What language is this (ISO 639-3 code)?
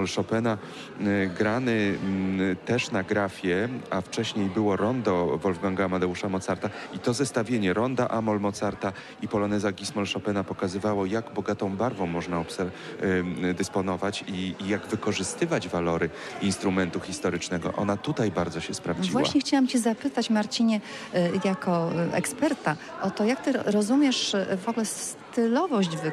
pol